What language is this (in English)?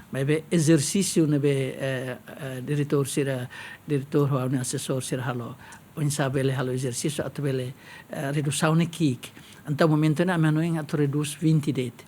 Tetum